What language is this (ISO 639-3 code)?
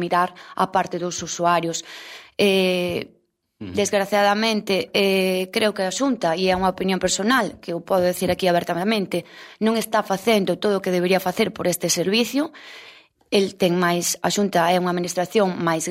glg